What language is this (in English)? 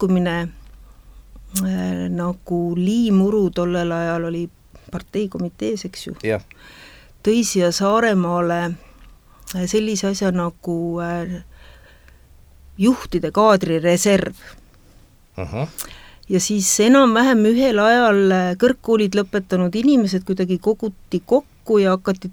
Estonian